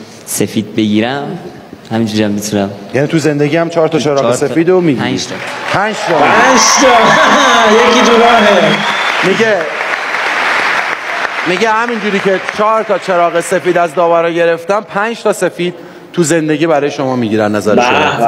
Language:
Persian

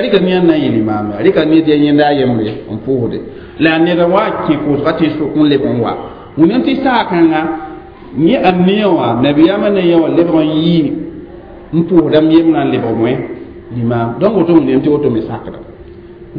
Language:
Mossi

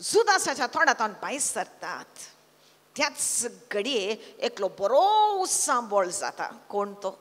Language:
Konkani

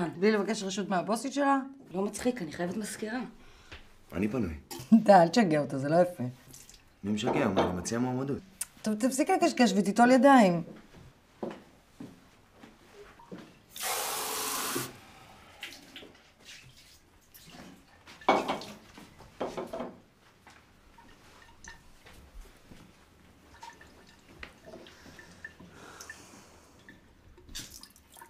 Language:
Hebrew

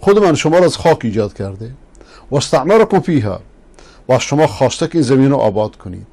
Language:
Persian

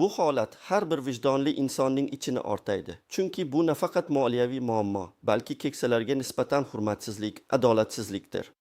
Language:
Uzbek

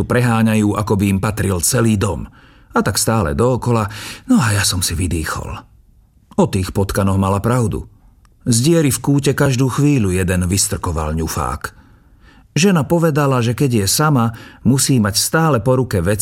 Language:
Slovak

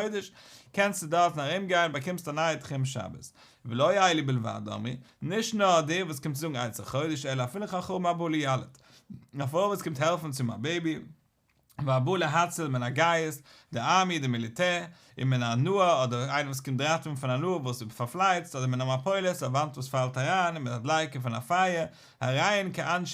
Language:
Yiddish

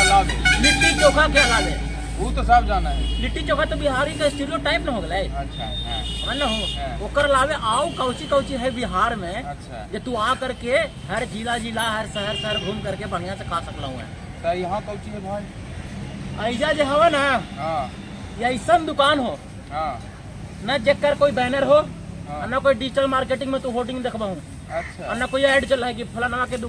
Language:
Magahi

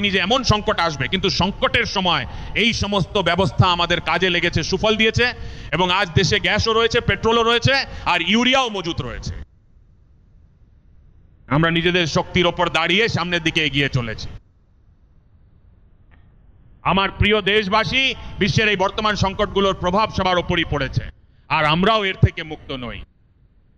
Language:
Bangla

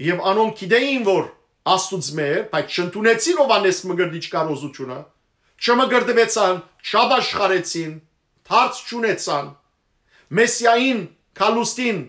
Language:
Western Armenian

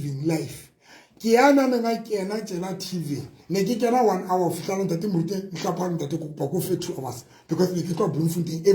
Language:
Southern Sotho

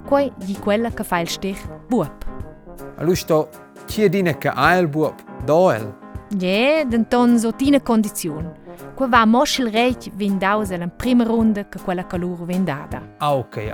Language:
Romansh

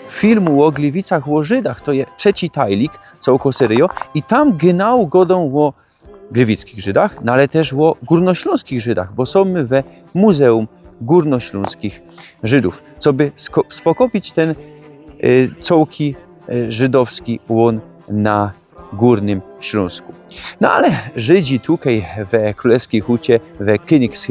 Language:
Silesian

